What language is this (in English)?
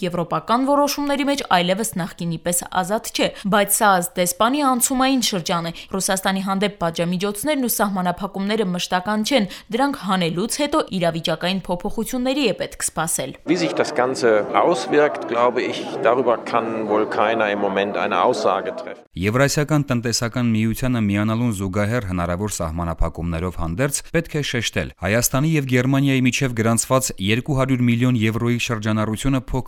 Armenian